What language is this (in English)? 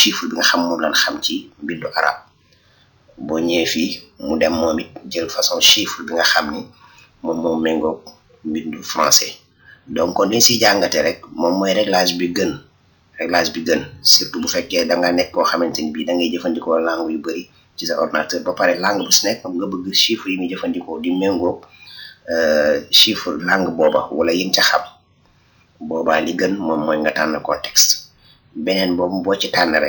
Wolof